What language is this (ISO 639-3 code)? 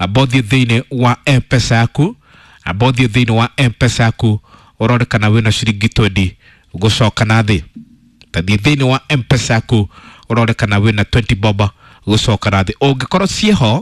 kik